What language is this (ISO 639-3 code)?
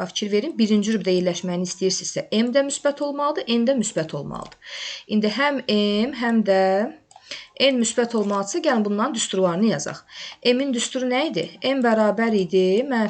aze